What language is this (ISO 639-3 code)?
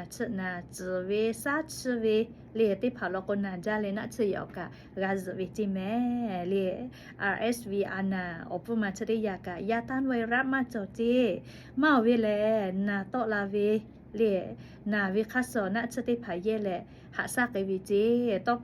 lhu